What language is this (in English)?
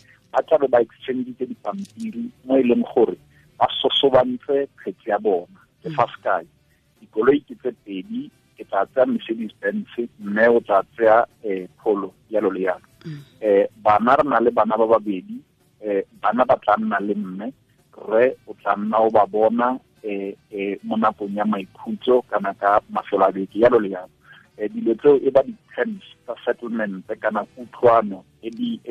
Tswana